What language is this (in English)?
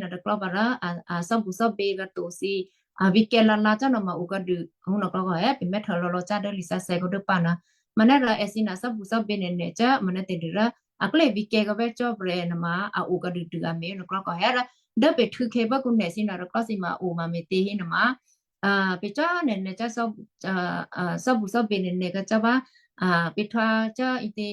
Western Kayah